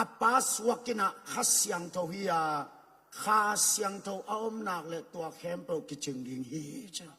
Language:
Tedim Chin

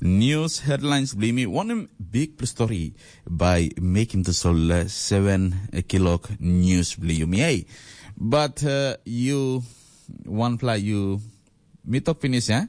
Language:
Tok Pisin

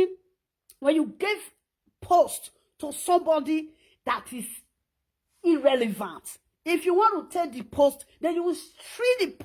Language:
Nigerian Pidgin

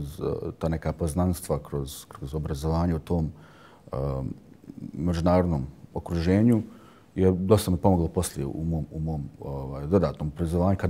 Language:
Bosnian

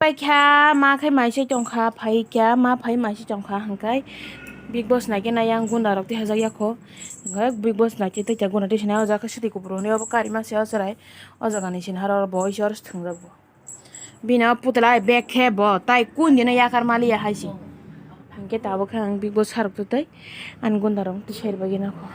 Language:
Kok Borok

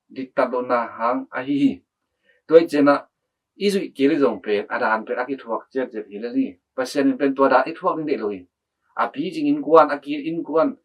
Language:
Tedim Chin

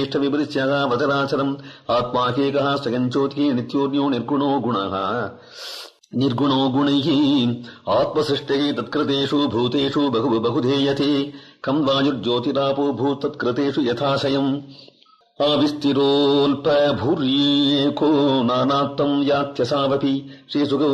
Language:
Sanskrit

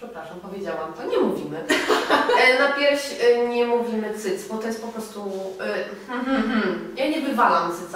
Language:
Polish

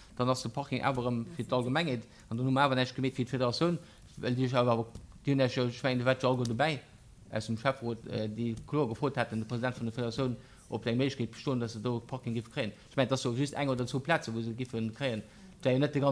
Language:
Luxembourgish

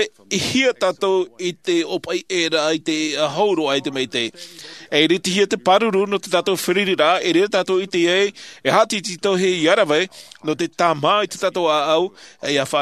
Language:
Tahitian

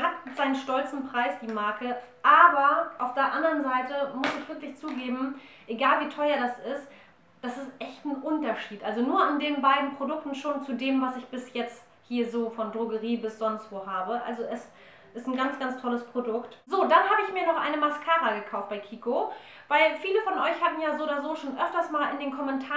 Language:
German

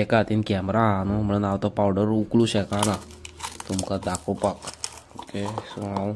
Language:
Konkani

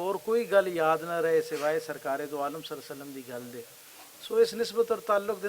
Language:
Western Panjabi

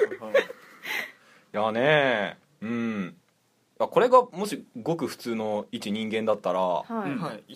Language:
Japanese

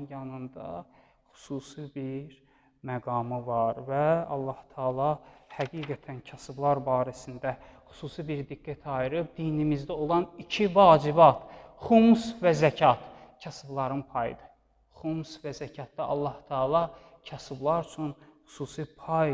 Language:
Azerbaijani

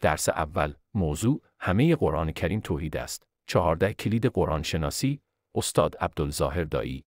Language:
Persian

